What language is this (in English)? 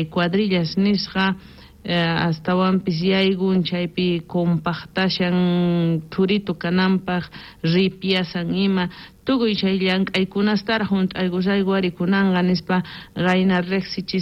South Bolivian Quechua